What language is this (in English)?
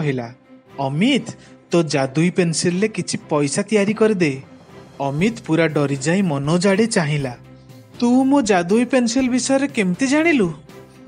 Odia